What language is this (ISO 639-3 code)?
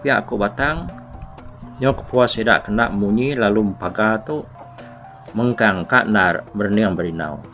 iba